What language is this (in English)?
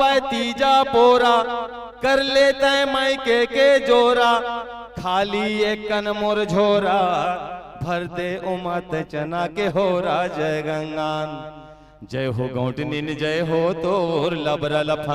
Chhattisgarhi